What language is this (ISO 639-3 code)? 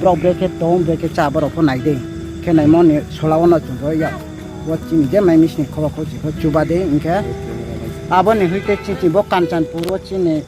ria